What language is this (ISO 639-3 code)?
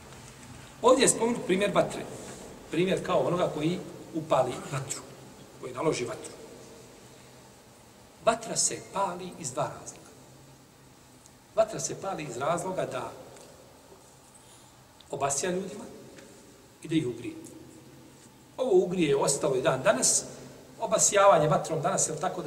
bos